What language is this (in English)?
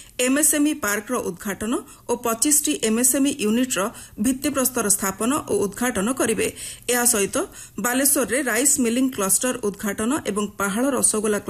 Odia